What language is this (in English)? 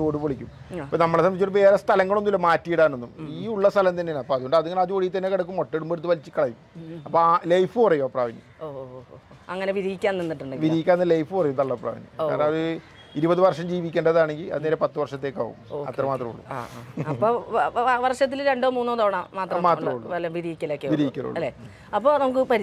Malayalam